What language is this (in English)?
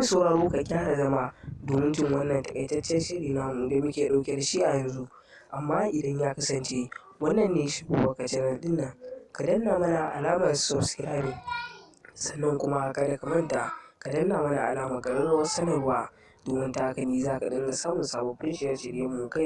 Hausa